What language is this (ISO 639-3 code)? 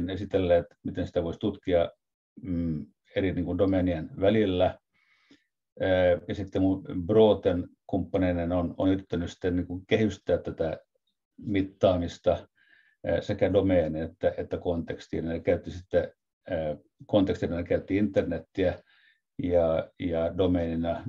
fin